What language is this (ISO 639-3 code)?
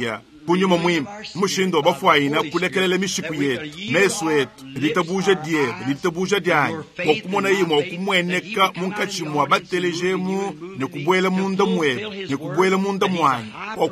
lua